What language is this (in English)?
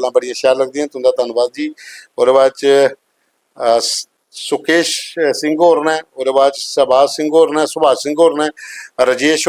Dogri